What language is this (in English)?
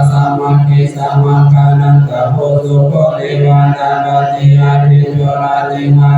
Pali